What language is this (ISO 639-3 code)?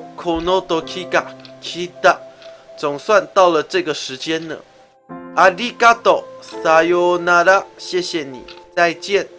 zho